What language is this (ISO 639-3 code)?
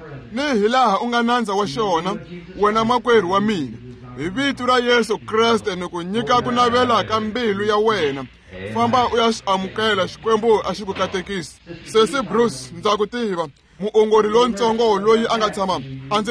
tso